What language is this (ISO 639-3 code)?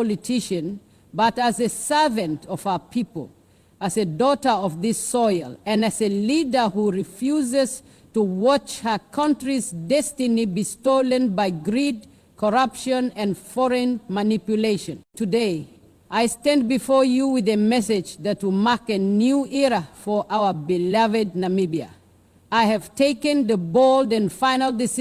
eng